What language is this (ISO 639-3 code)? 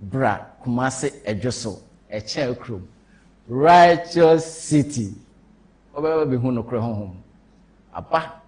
aka